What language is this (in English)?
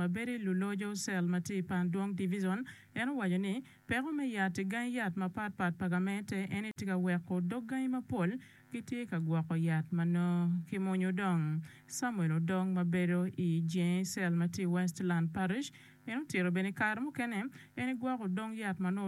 Acoli